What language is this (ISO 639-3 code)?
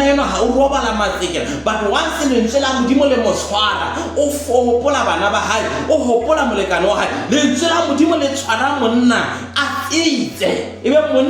sot